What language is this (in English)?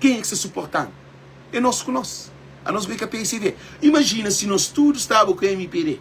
Kabuverdianu